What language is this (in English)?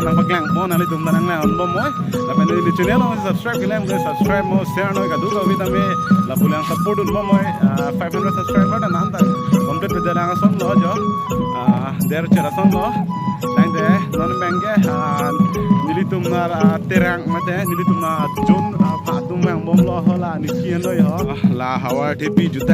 Karbi